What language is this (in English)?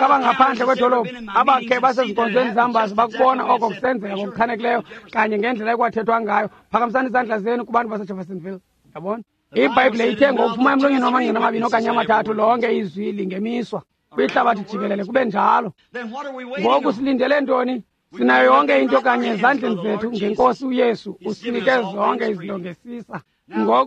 Xhosa